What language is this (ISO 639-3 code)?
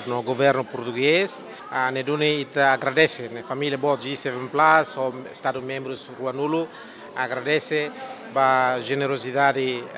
tet